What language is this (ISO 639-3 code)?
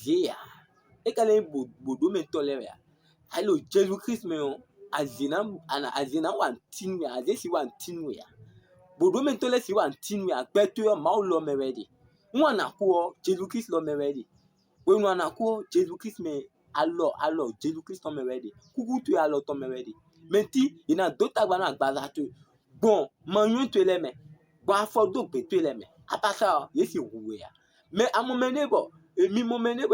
fon